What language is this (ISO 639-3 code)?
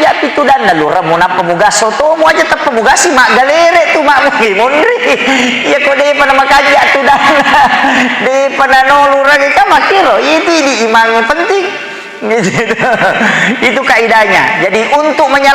bug